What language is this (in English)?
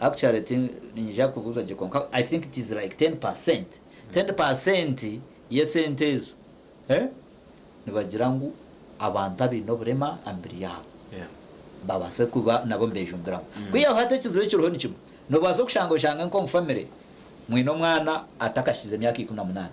Nyankole